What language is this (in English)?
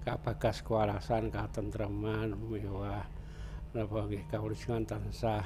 Javanese